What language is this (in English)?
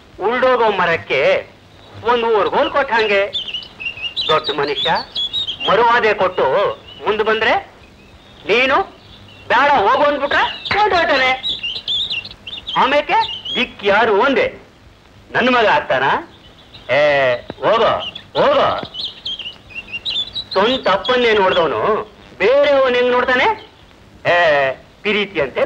Kannada